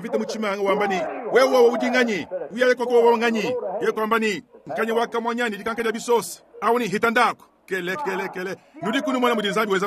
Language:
Luba-Lulua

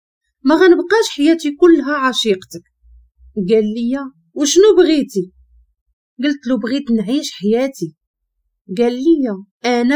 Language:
Moroccan Arabic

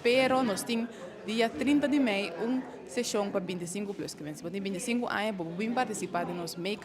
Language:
Papiamento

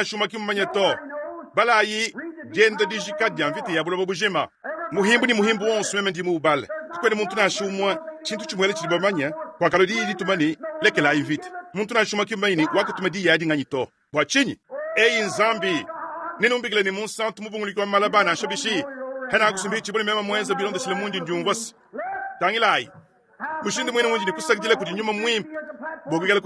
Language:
Luba-Lulua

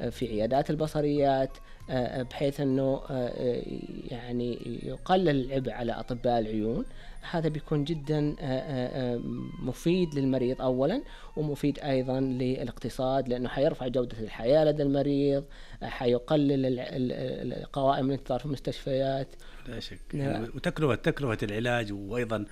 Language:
Najdi Arabic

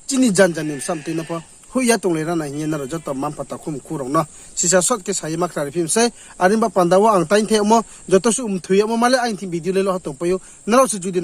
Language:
Riang (India)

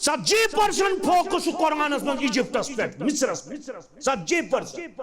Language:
Kashmiri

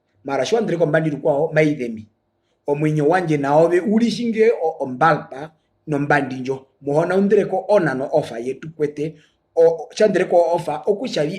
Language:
Herero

